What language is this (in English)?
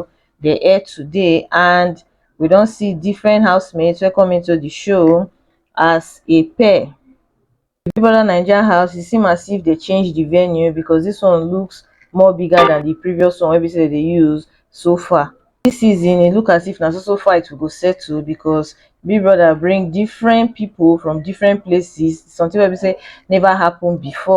Nigerian Pidgin